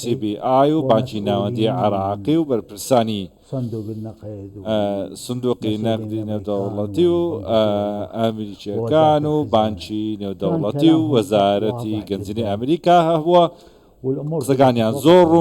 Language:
Central Kurdish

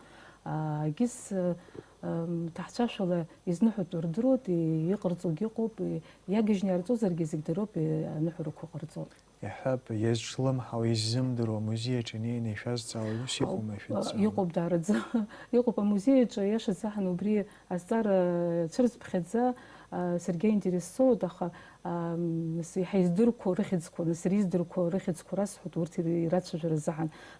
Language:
Abkhazian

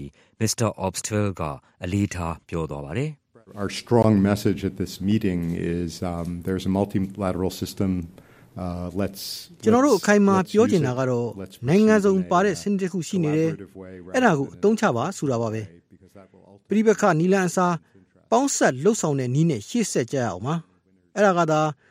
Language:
Burmese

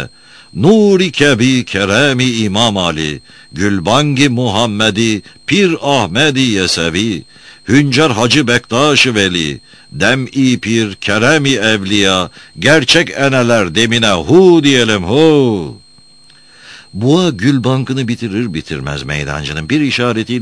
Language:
Turkish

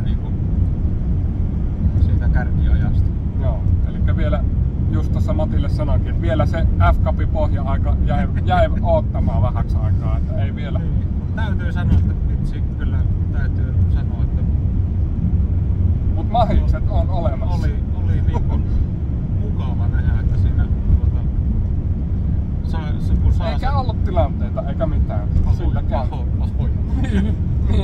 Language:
Finnish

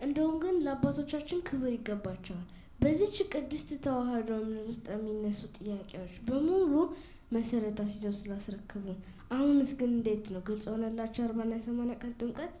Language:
Amharic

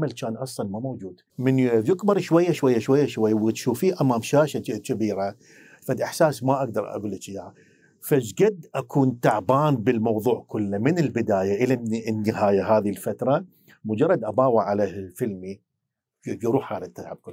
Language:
Mesopotamian Arabic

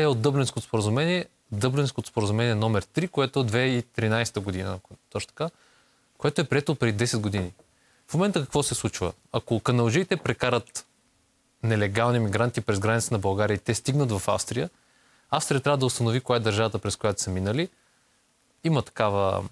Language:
Bulgarian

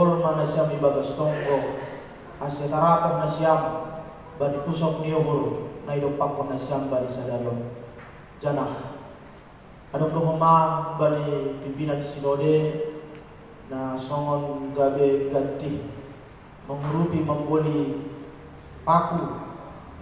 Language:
Batak Simalungun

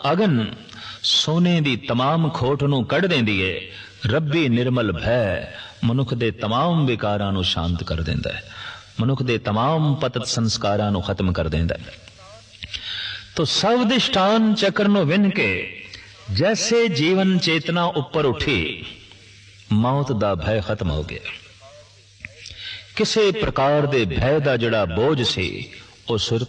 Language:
Punjabi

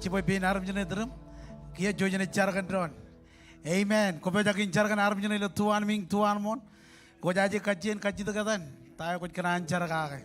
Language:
Marshallese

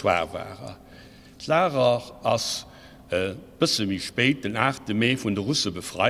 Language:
Luxembourgish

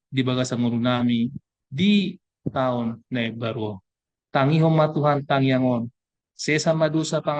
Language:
Batak Toba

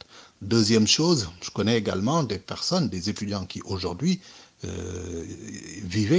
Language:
French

